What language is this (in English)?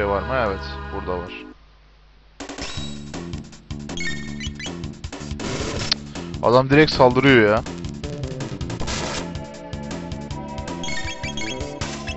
Turkish